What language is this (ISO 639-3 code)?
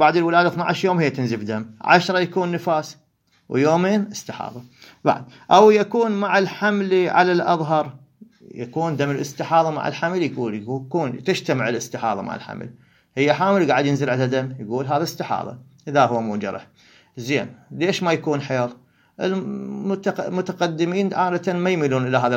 acm